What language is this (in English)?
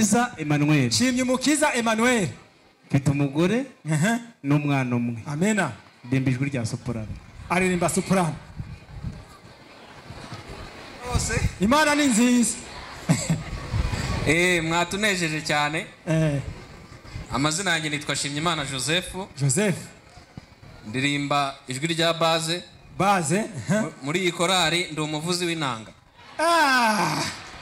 Kinyarwanda